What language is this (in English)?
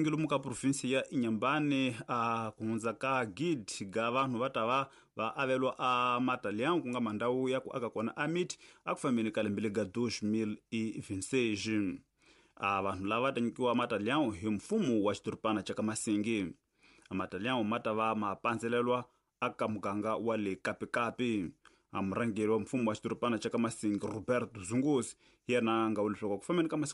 Tsonga